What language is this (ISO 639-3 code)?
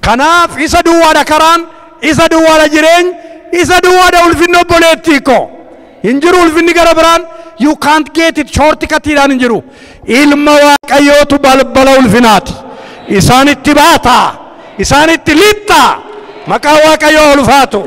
orm